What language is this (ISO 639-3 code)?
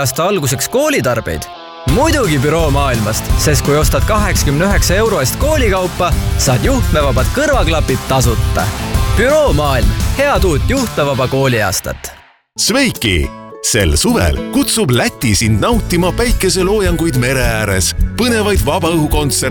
est